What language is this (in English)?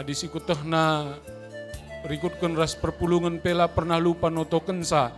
Batak Karo